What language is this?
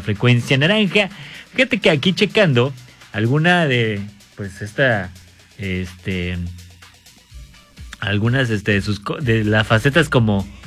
Spanish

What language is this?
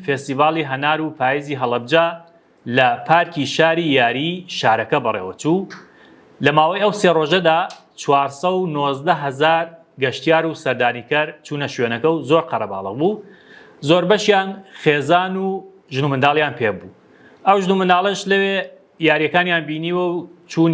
Central Kurdish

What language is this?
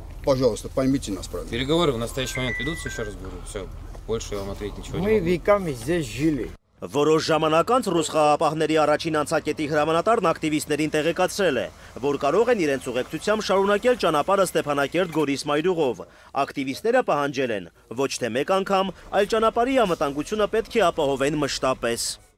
Armenian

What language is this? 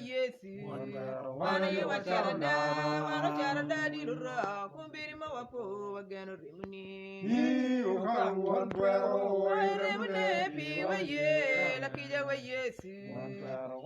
Acoli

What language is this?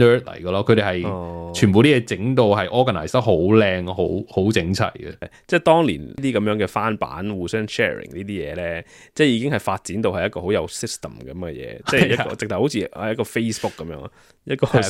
Cantonese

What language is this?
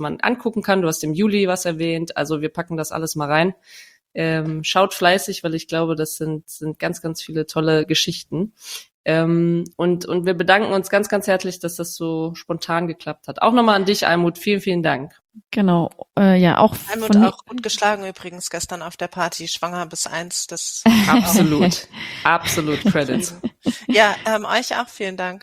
German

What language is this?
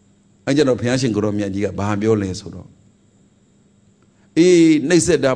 Burmese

